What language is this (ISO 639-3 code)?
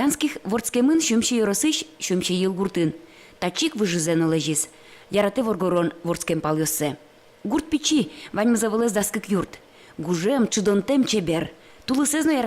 udm